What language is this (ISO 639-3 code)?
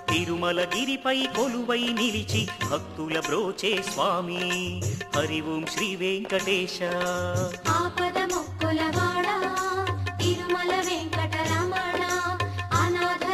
tel